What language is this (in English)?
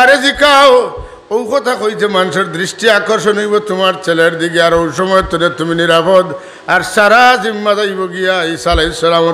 Sylheti